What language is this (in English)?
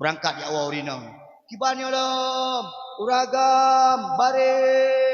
Achinese